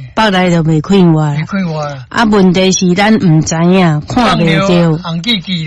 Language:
Min Nan Chinese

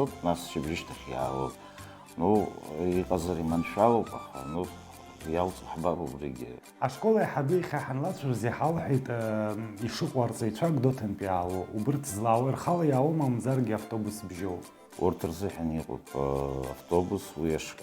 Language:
Abkhazian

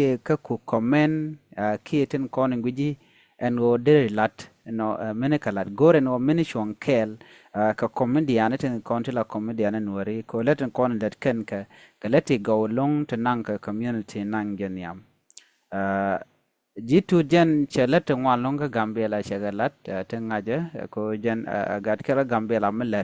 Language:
Nuer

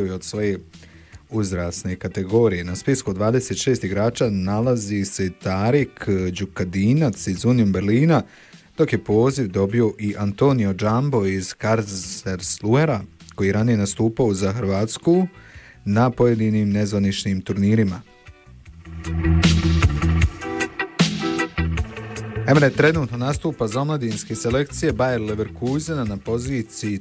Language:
Bosnian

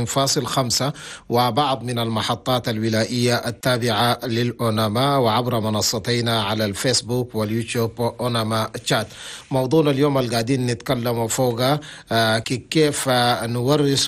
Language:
Chadian Arabic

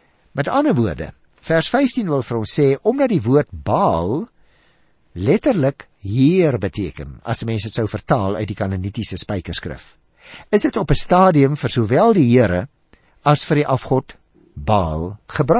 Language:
Afrikaans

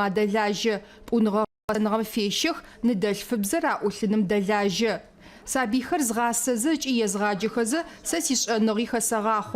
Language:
Adyghe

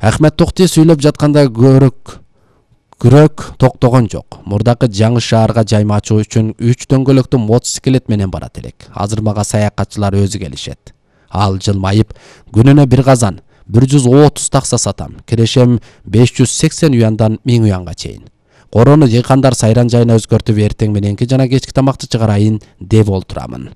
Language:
Kyrgyz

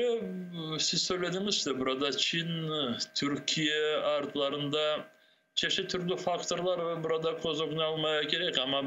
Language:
Crimean Tatar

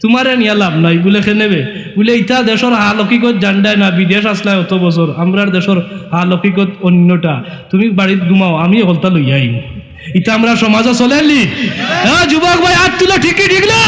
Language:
Sylheti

